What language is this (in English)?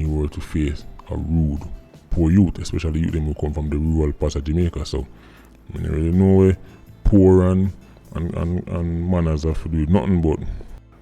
Jamaican Creole English